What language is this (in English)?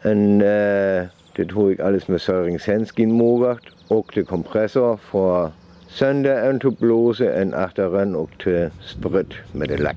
Northern Frisian